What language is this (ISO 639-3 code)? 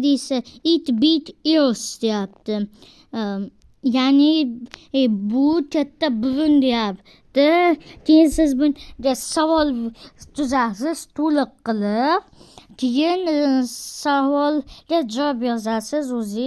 uzb